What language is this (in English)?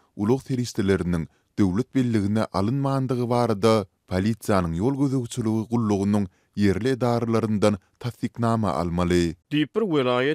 Turkmen